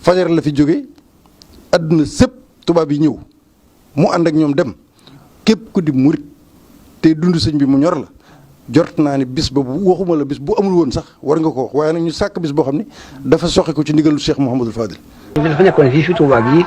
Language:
Wolof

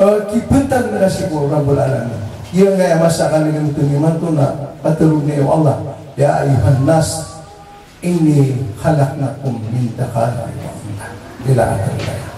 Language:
Maranao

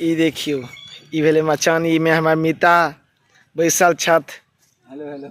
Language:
Maithili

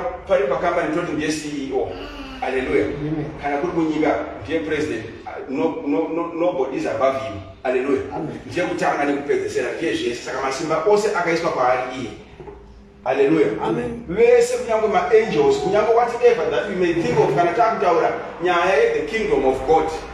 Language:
Shona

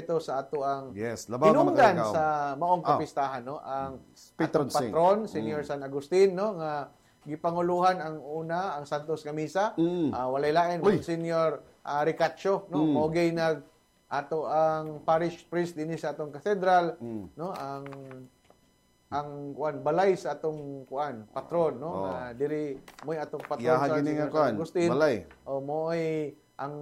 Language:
Cebuano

